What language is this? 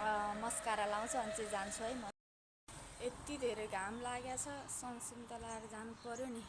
Nepali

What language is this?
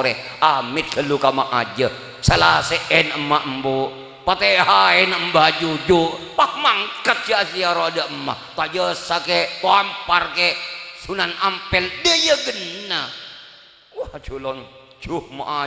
Madurese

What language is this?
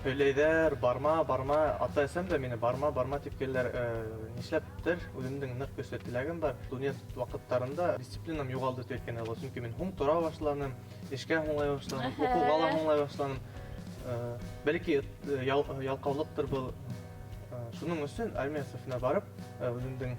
Bashkir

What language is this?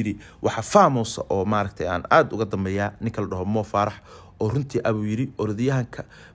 Somali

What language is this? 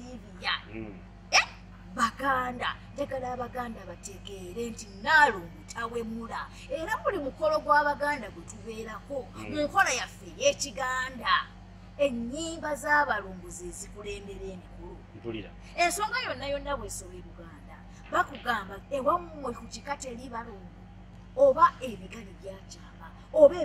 Ganda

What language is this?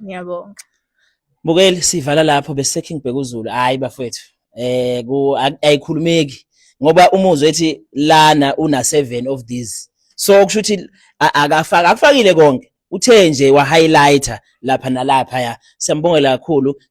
Zulu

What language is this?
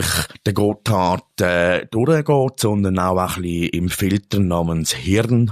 Swiss German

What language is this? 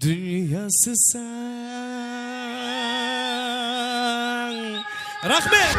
Kara-Kalpak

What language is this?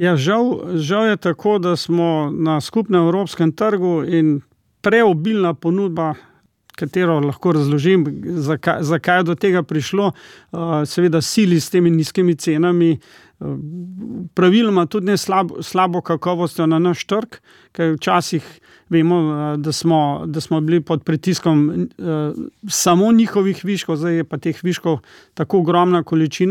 Slovenian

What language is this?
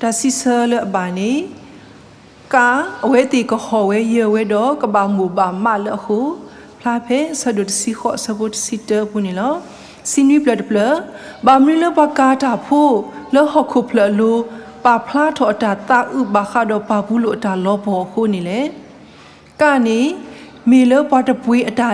S'gaw Karen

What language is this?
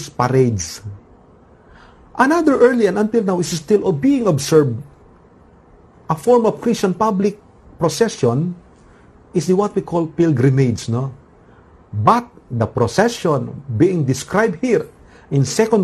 Filipino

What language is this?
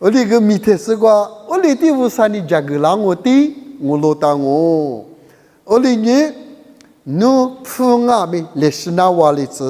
Lisu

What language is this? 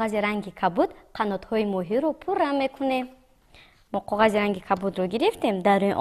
Tajik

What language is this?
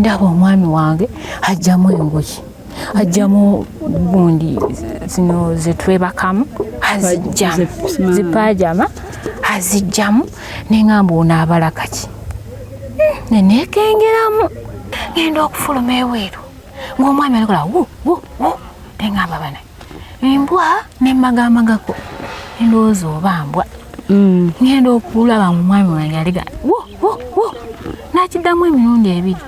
Ganda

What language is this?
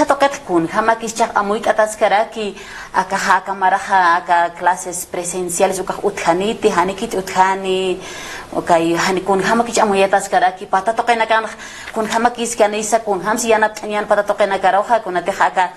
Aymara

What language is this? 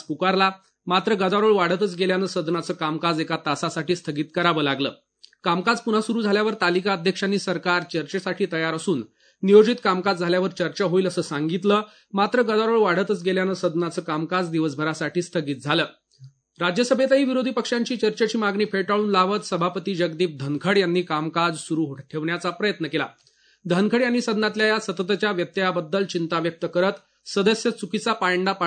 Marathi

